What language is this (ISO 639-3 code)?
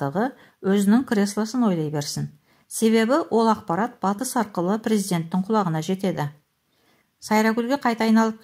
kaz